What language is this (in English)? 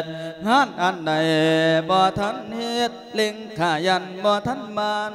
Lao